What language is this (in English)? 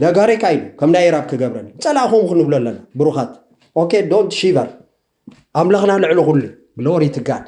Tigrinya